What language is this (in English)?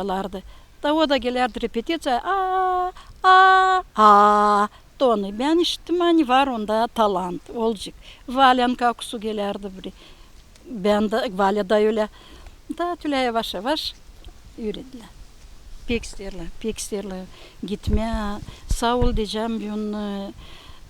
Gagauz